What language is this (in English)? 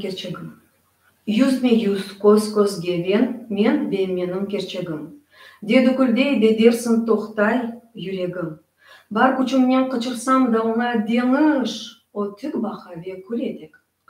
Crimean Tatar